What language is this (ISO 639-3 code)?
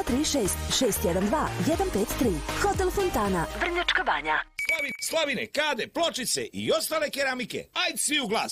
srp